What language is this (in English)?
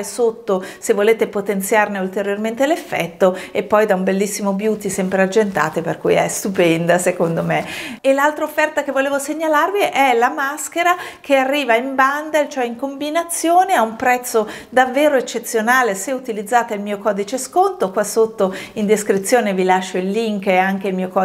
Italian